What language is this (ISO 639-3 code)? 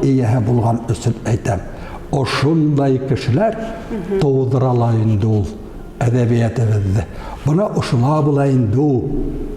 bak